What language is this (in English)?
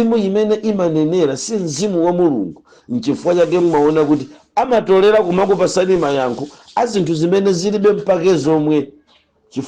Nyanja